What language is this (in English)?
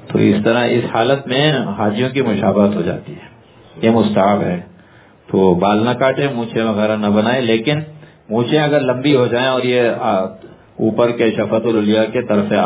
Urdu